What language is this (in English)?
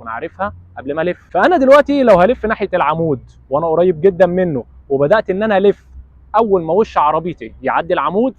Egyptian Arabic